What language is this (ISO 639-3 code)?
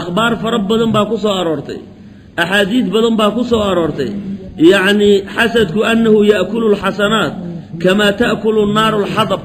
som